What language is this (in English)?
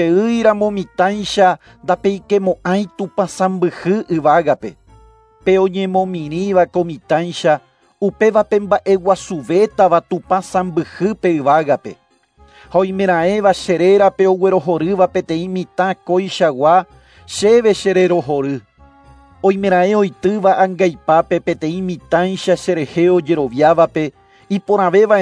Guarani